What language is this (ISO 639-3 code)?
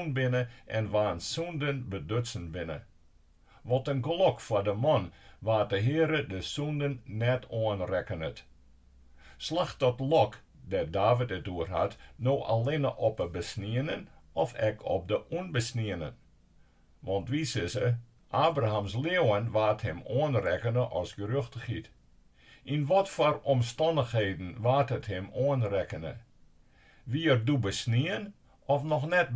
fry